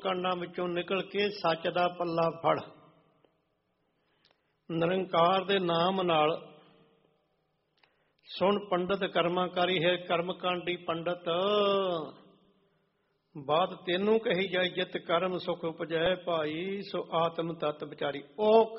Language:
Punjabi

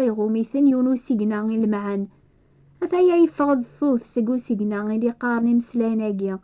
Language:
Kabyle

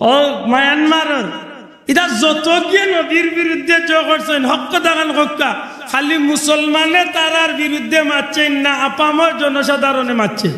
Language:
Sylheti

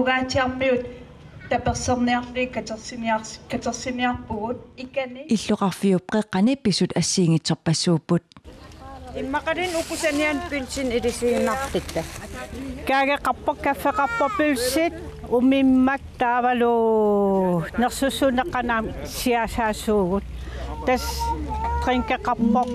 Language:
Kalaallisut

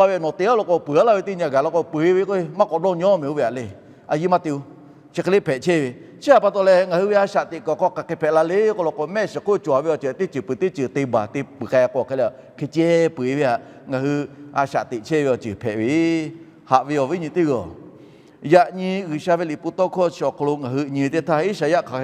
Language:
Lahu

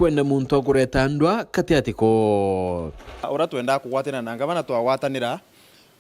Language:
Meru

